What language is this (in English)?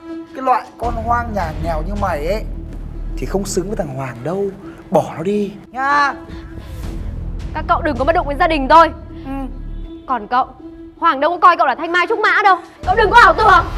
Vietnamese